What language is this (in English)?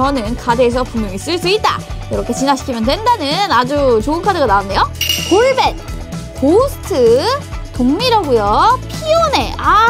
Korean